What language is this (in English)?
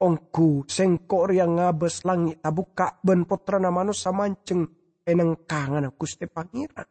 Madurese